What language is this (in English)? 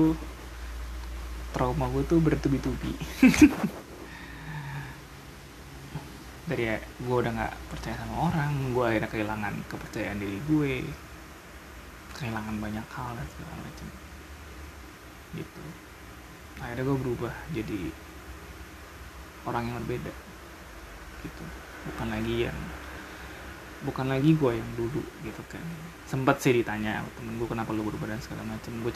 Indonesian